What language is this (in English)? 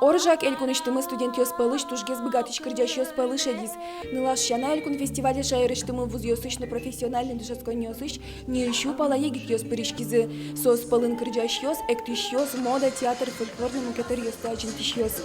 Udmurt